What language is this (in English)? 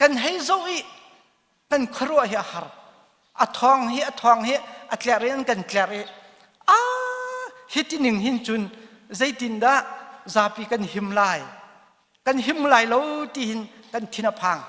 Hakha Chin